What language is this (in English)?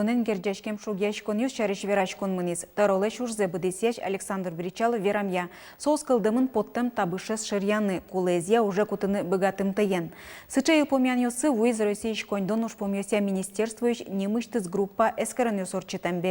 Udmurt